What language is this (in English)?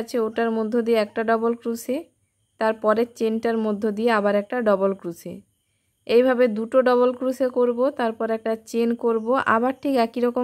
Bangla